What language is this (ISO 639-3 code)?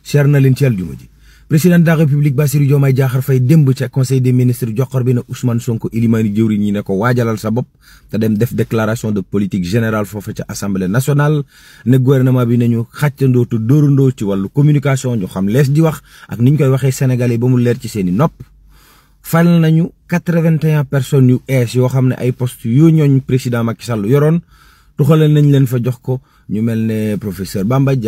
wol